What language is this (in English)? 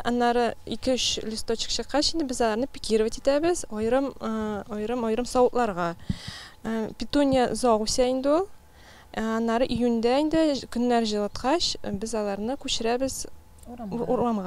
Tatar